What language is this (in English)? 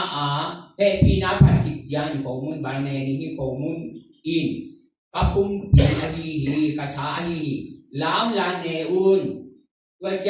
Tedim Chin